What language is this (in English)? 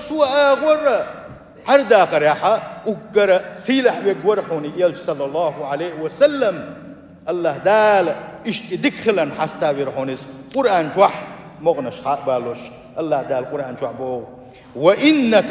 Chechen